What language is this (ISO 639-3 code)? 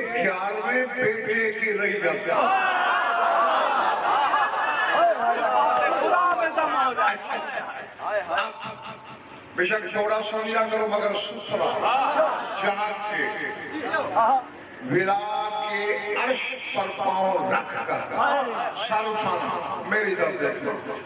urd